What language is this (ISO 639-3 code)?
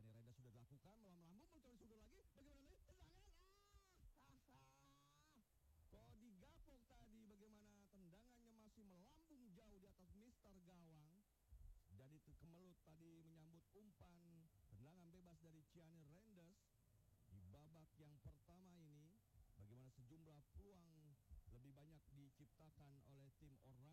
ind